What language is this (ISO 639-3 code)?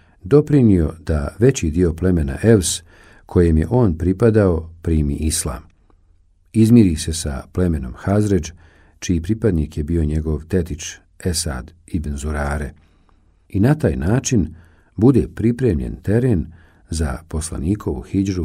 bos